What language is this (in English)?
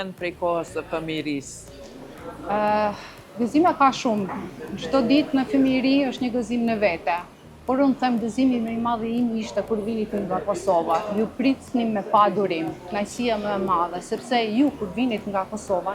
Albanian